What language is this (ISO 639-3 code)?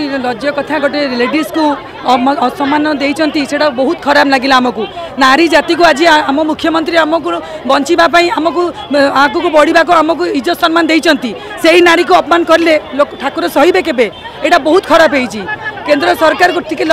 ori